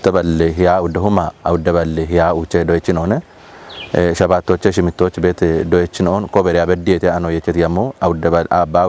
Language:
Kafa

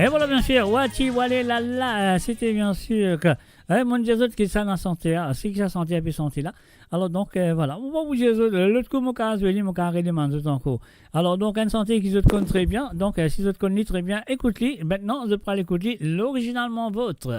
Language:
Morisyen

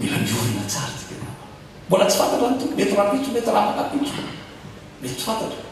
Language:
Malagasy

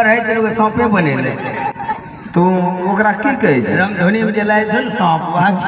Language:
Maithili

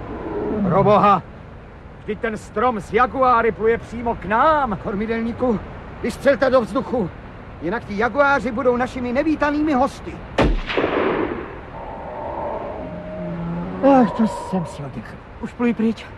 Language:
Czech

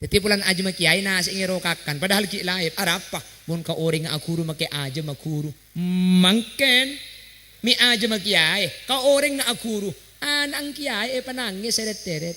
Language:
Madurese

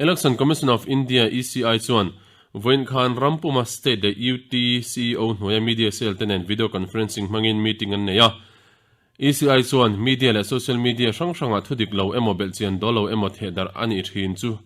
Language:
Mizo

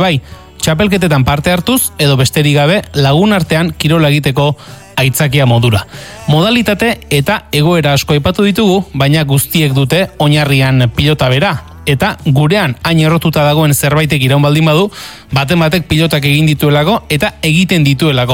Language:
Basque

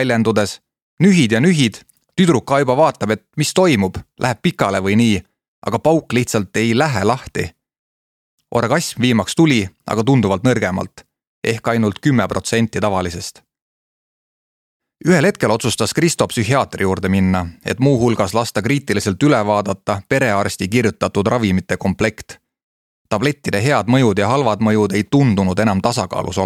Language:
Estonian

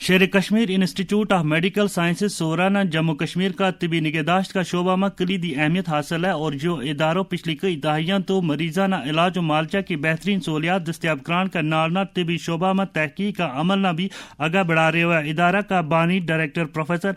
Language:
Gujari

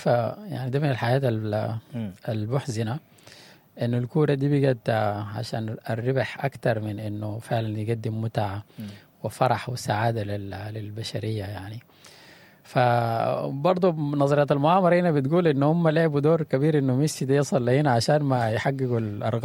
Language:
Sudanese Arabic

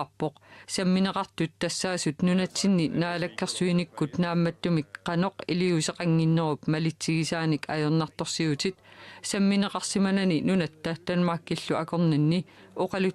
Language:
Kalaallisut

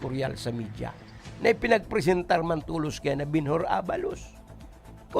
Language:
Bikol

